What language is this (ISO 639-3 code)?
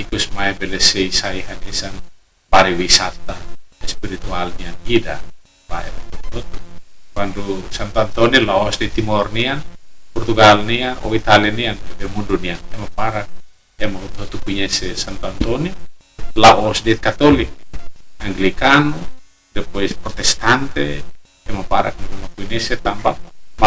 tet